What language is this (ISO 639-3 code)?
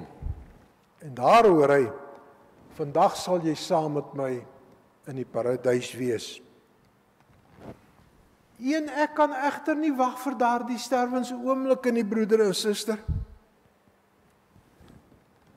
afr